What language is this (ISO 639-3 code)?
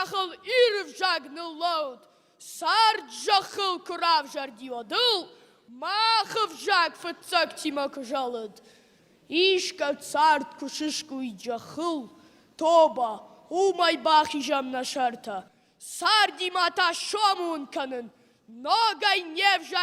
oss